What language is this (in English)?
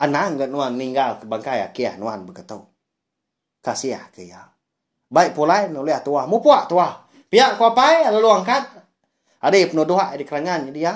Iban